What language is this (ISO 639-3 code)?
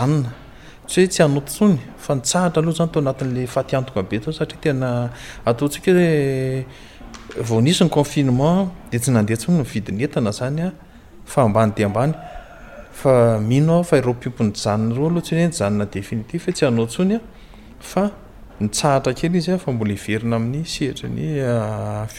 mlg